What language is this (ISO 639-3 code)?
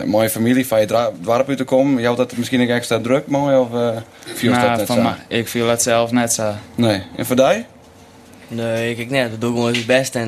fry